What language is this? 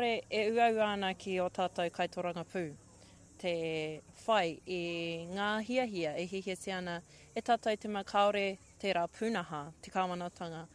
Māori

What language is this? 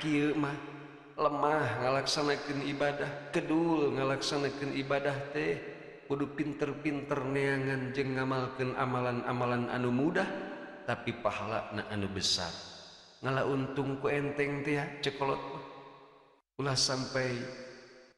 Sundanese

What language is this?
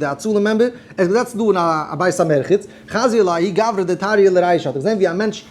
Yiddish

